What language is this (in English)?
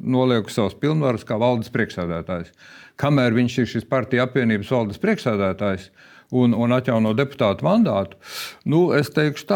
Latvian